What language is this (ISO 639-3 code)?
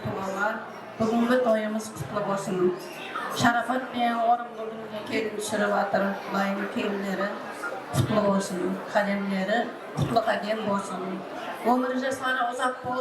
kaa